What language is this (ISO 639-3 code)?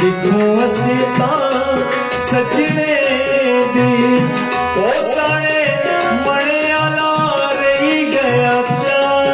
doi